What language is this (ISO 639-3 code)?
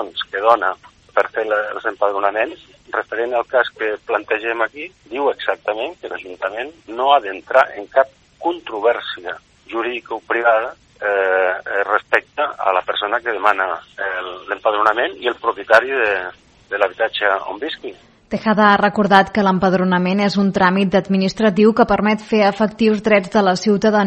cat